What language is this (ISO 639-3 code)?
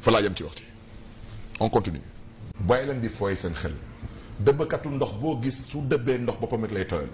wol